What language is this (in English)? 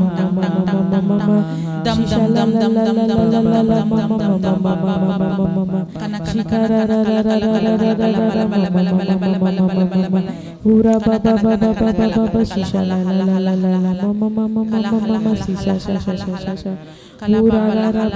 Tem